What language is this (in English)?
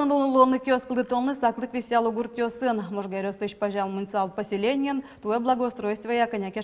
Udmurt